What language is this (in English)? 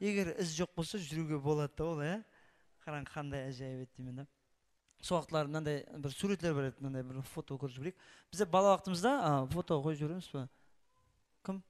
Kara-Kalpak